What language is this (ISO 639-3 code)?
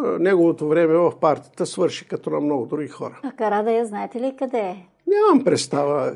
bul